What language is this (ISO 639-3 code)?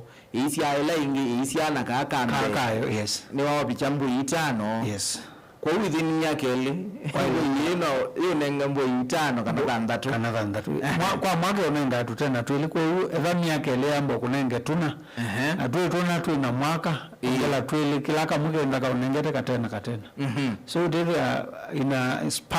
kam